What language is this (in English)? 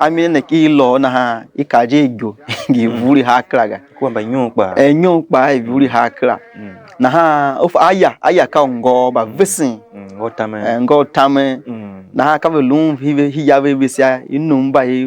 Tiv